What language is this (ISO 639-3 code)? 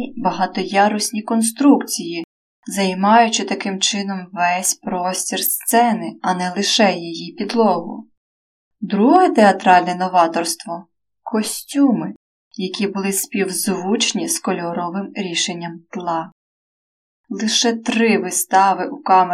ukr